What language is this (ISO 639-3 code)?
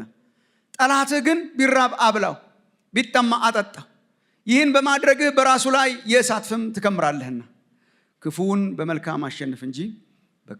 amh